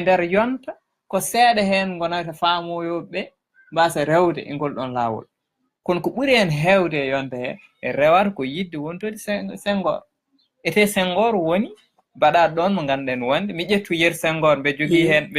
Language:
Fula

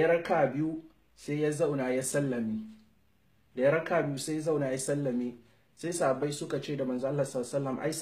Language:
Hausa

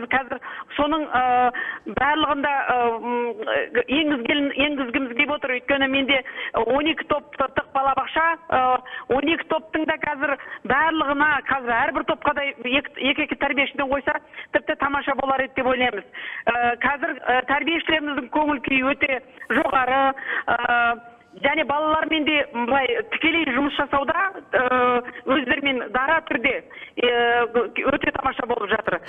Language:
Kazakh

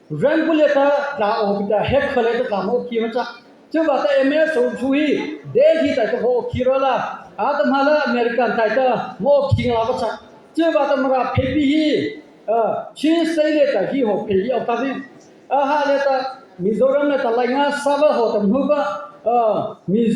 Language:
Mara Chin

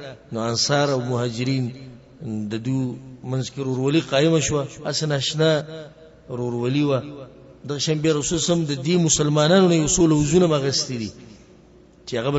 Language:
Pashto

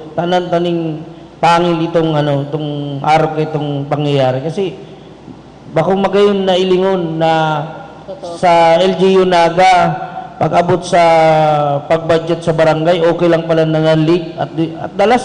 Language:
Bikol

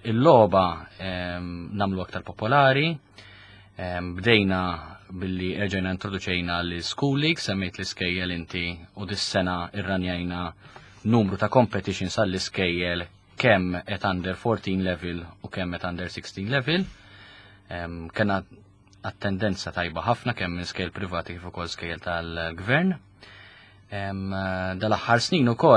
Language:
Maltese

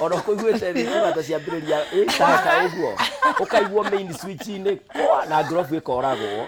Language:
Kikuyu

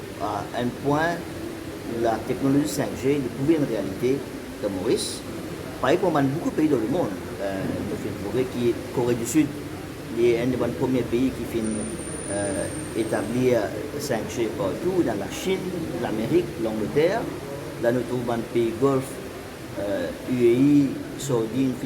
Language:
Morisyen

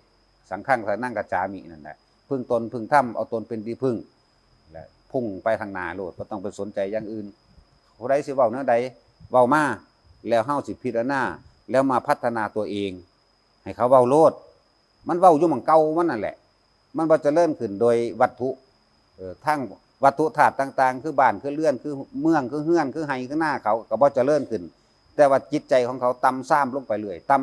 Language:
Northeastern Thai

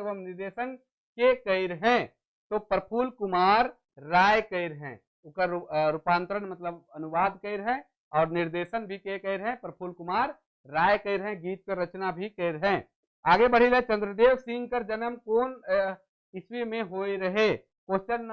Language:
Sadri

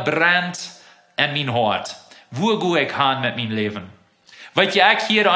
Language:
Plautdietsch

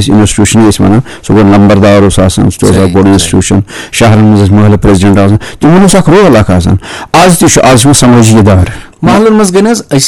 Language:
Kashmiri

